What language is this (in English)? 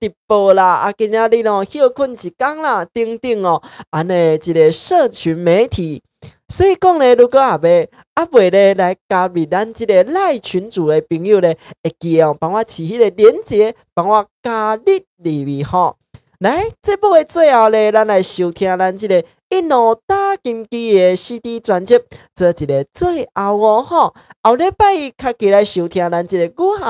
Min Nan Chinese